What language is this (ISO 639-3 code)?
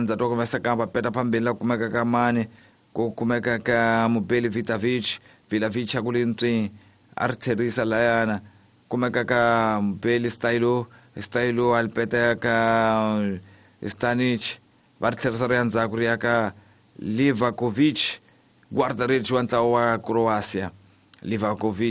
tso